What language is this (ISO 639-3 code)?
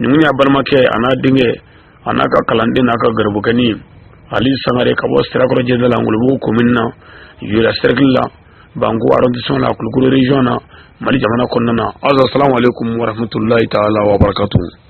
bam